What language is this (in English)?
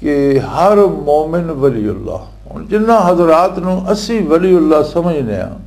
Western Panjabi